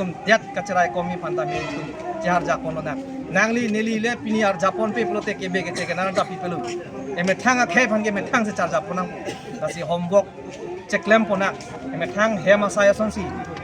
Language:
Karbi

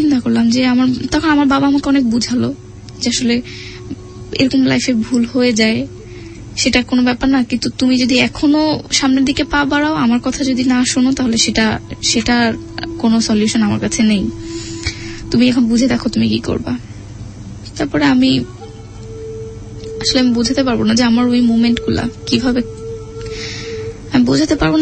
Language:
Bangla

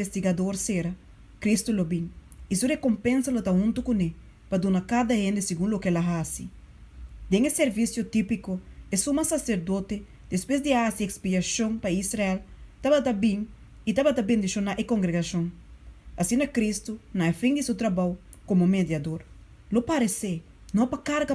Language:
Papiamento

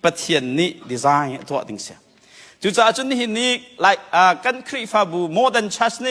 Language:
Hakha Chin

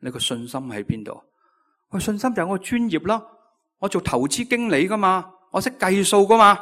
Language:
Cantonese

